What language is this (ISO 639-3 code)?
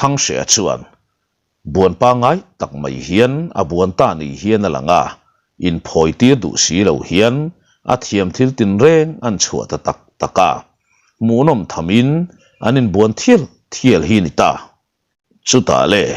lus